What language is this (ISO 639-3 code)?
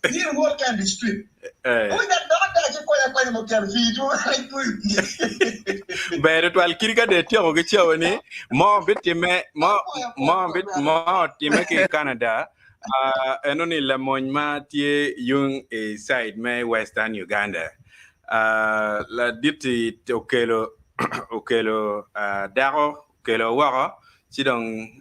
ach